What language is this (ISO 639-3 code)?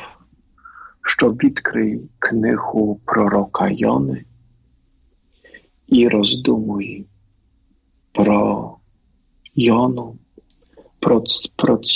ukr